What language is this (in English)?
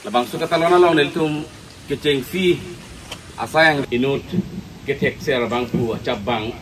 Karbi